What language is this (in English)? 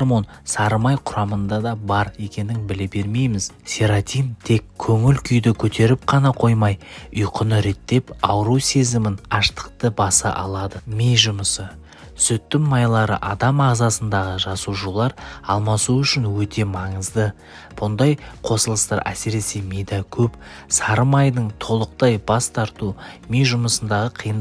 Kazakh